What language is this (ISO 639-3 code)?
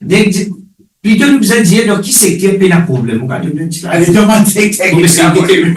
mfe